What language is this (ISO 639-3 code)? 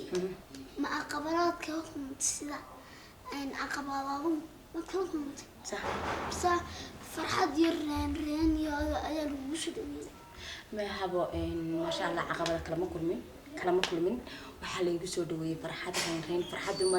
som